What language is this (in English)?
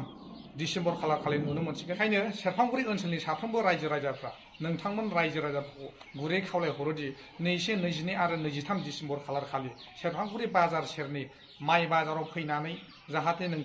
Bodo